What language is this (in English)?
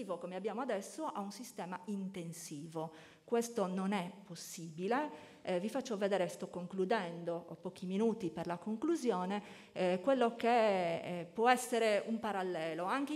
Italian